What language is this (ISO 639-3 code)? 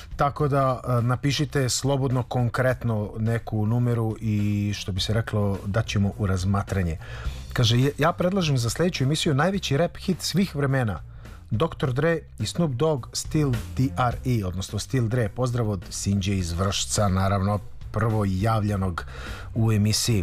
srp